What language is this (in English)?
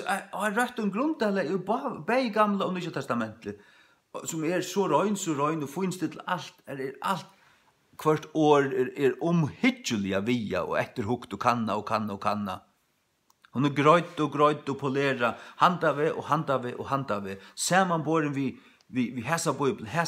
Faroese